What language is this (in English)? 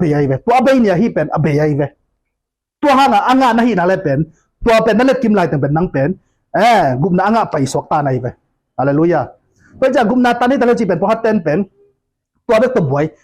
Tedim Chin